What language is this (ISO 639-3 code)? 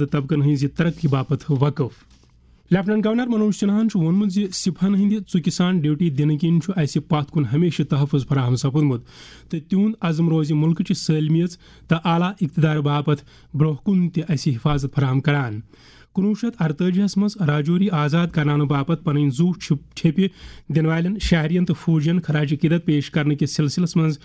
kas